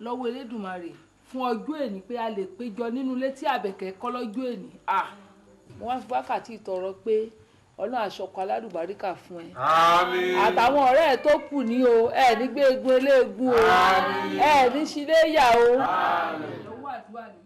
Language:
Yoruba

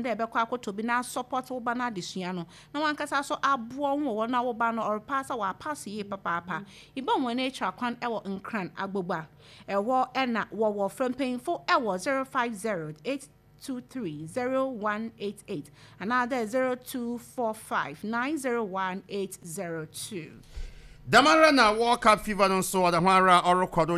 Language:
Akan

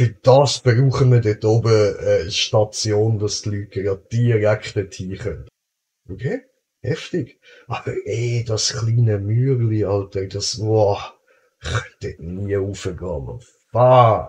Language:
Swiss German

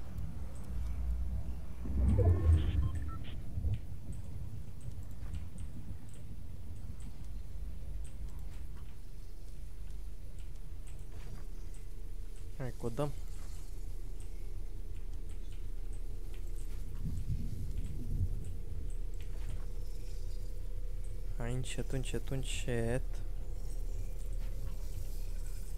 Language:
Romanian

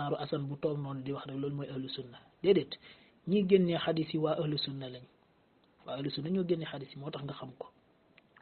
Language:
Wolof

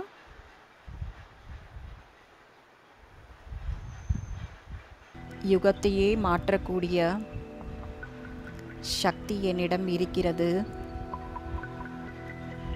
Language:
Tamil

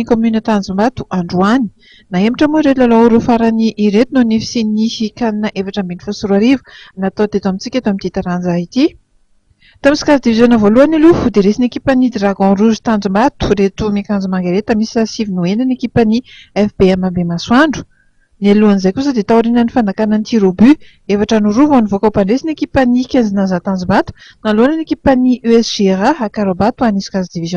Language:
Malagasy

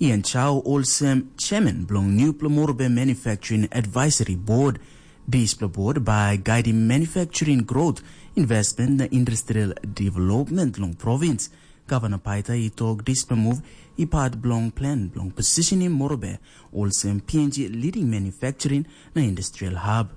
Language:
Tok Pisin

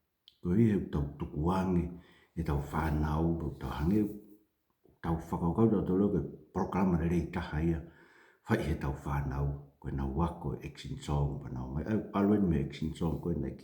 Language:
Tongan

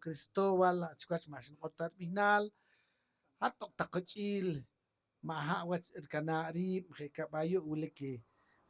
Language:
Poqomchi'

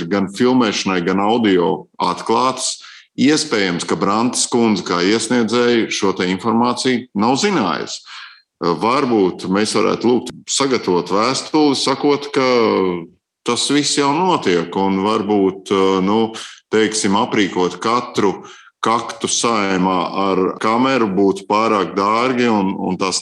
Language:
Latvian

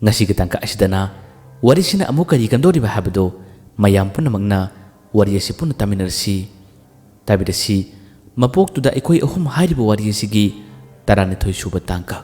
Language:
Manipuri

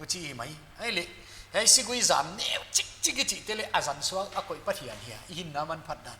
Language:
Paite Chin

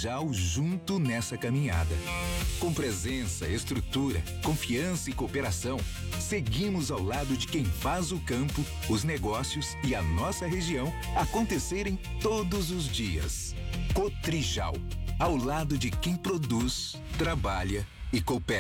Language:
Portuguese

